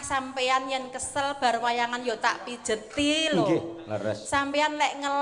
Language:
Javanese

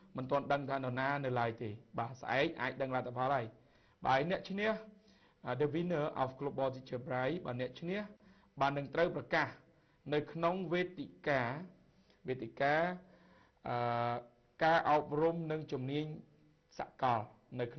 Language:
Khmer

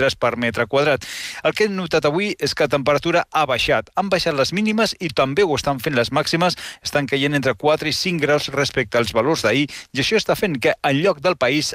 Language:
Catalan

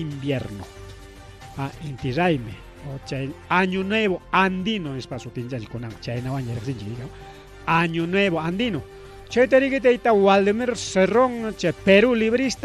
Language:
Ayacucho Quechua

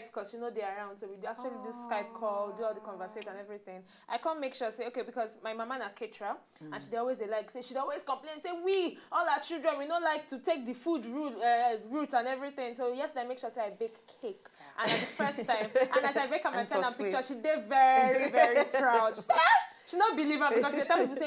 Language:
Nigerian Pidgin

